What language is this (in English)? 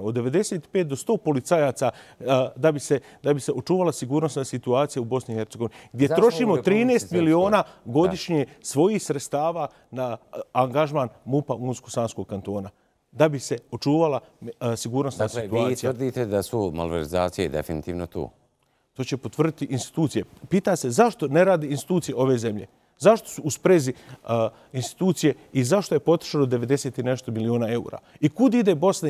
Bosnian